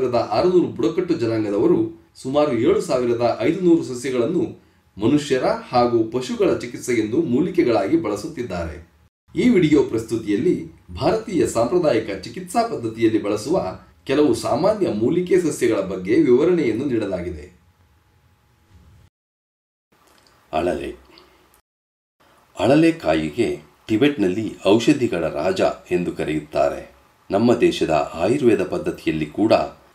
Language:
Kannada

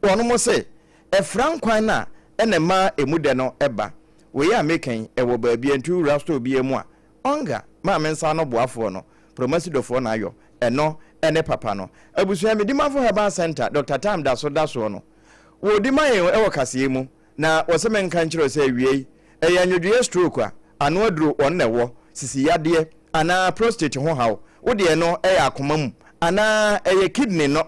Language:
Akan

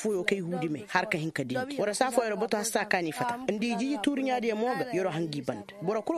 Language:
Koyraboro Senni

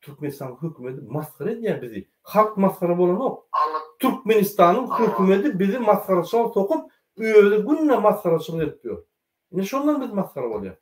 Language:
Turkmen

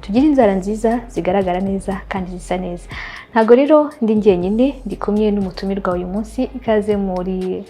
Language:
Kinyarwanda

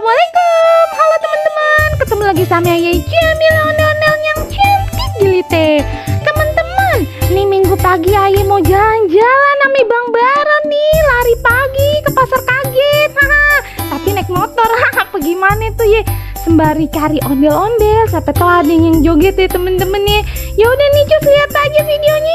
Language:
Betawi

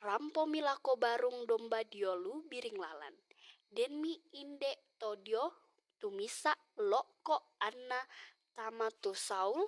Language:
Toraja-Sa'dan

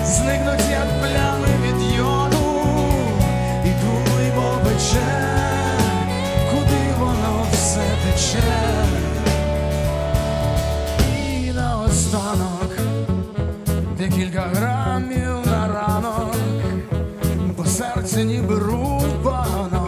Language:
Ukrainian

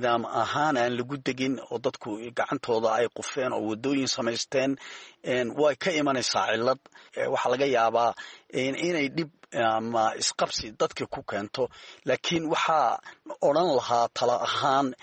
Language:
Somali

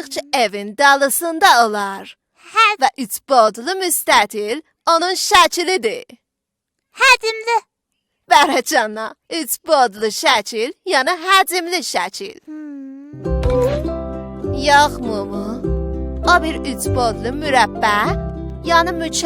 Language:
South Azerbaijani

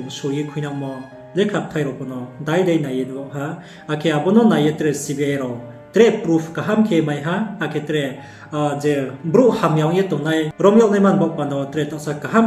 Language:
Riang (India)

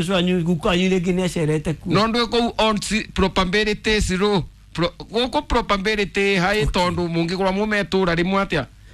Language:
Kikuyu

